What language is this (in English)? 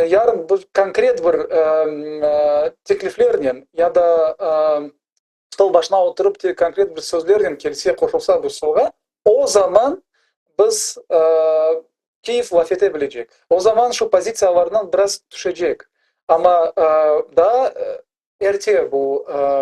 Crimean Tatar